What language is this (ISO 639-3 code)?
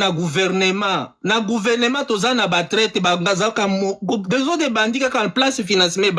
lin